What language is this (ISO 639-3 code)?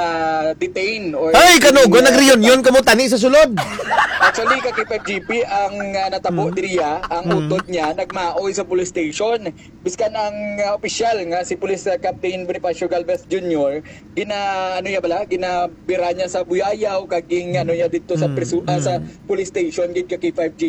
hil